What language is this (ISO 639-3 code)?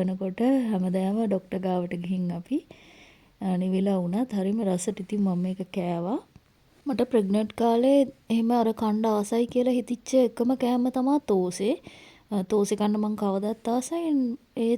sin